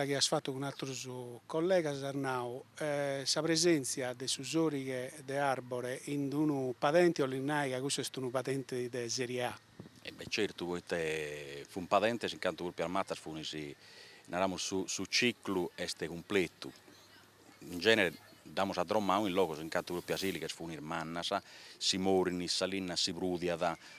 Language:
Sardinian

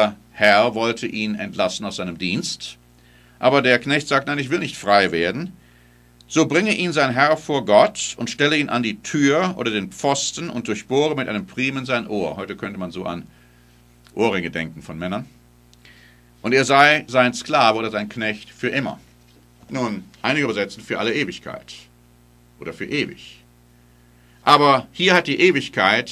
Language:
German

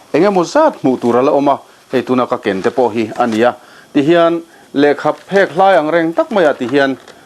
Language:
Mizo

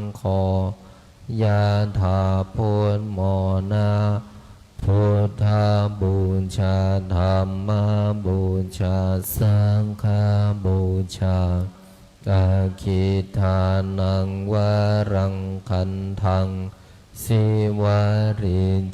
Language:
Pali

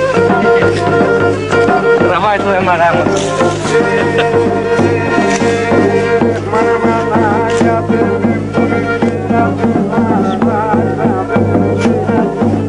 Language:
Greek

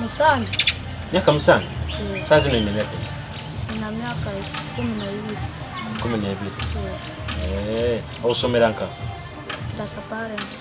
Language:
Nyoro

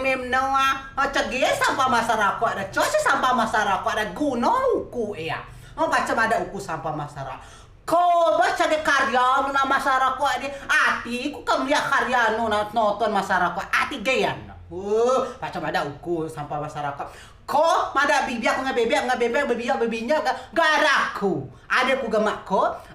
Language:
Rejang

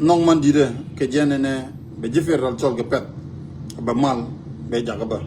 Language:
Nuer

